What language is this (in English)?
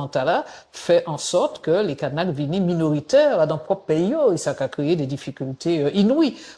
Guadeloupean Creole French